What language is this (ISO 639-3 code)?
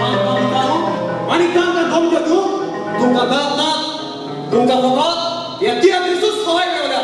kok